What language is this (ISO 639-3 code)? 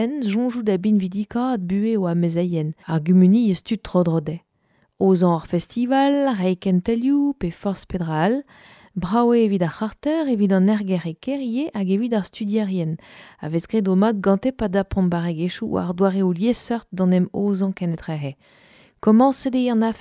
bre